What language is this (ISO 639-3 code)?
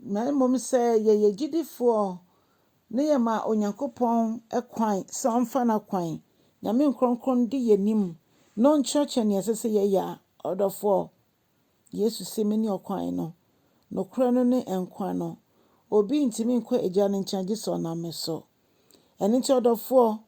aka